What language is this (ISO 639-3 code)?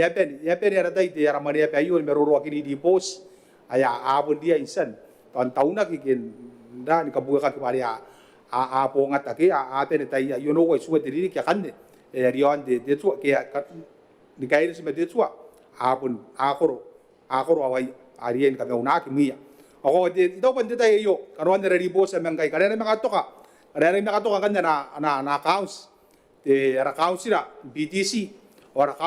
gil